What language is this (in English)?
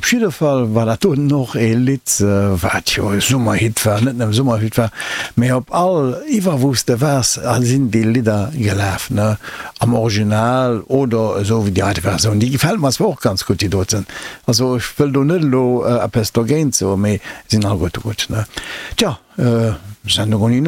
Luxembourgish